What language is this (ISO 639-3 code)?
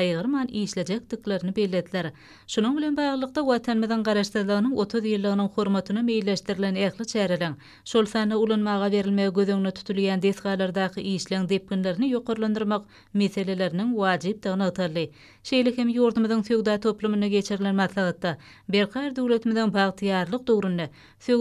tuk